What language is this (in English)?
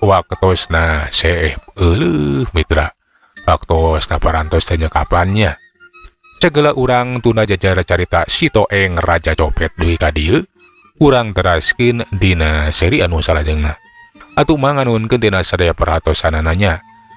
Sundanese